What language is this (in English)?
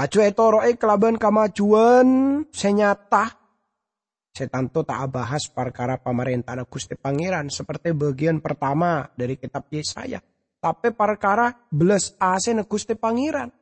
Madurese